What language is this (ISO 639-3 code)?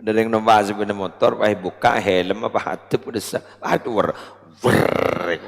mad